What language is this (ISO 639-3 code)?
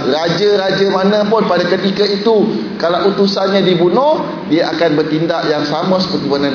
msa